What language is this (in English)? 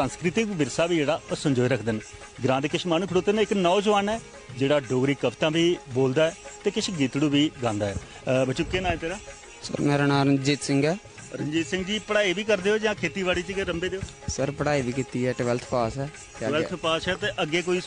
Dogri